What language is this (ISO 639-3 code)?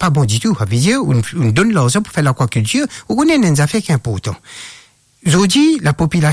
mfe